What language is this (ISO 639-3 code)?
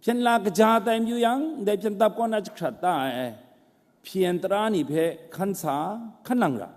kac